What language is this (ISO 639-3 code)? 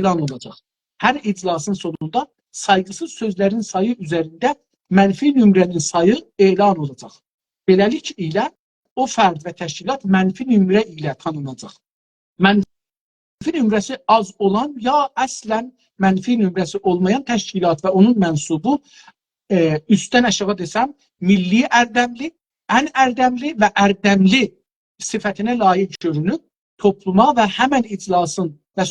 azb